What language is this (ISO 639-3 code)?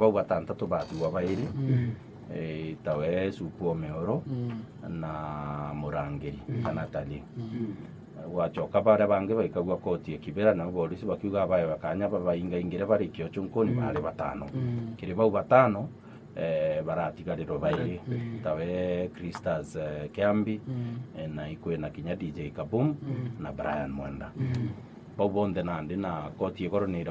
mer